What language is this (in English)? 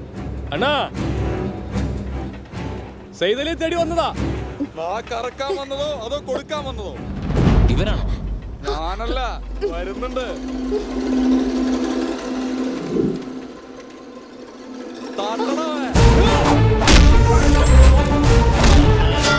Malayalam